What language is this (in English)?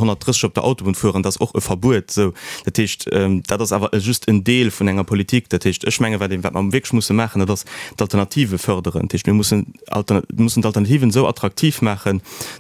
Luxembourgish